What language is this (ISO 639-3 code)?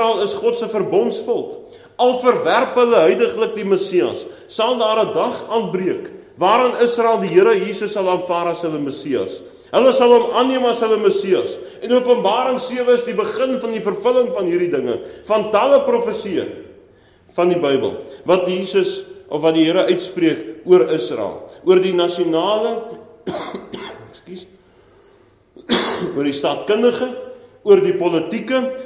afr